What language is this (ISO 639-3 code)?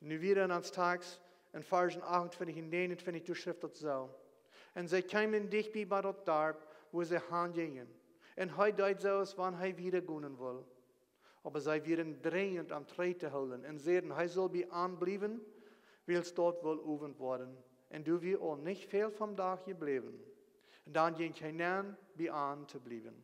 pdt